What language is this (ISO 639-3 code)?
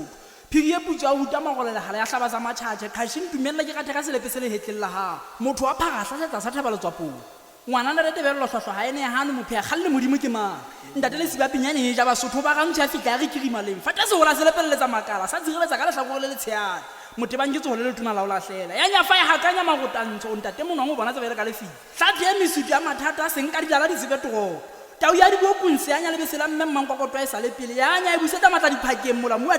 sot